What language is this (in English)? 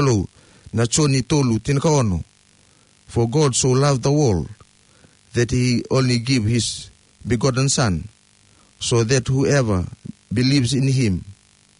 Fijian